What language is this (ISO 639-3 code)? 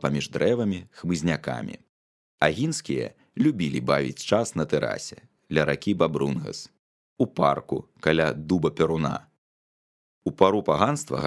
bel